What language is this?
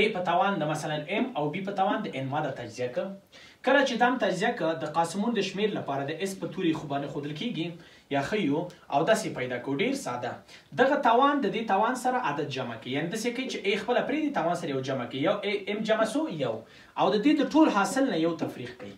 Pashto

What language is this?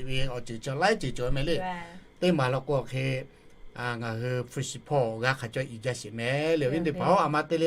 Lahu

